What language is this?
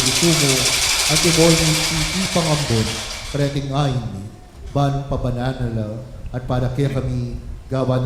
Pampanga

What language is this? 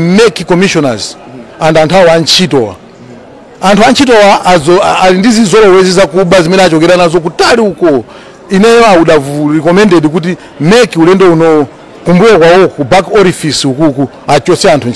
Nyanja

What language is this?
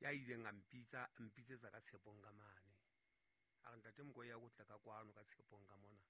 Southern Sotho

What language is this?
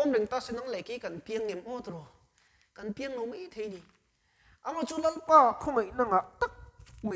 Mizo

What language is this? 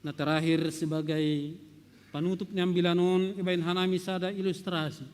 Batak Simalungun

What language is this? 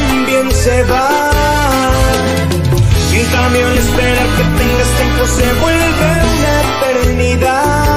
Spanish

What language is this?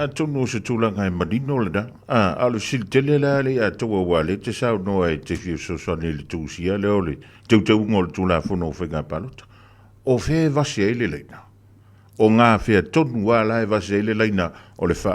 Samoan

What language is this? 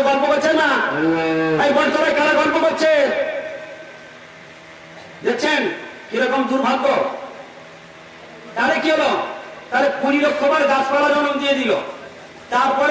Bangla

